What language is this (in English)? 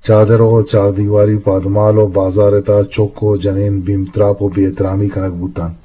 Eastern Balochi